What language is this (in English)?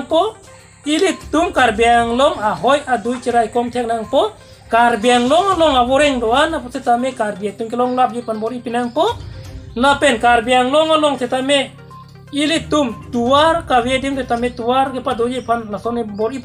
Karbi